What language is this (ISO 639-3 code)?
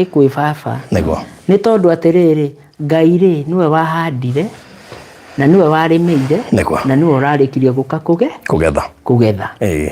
kik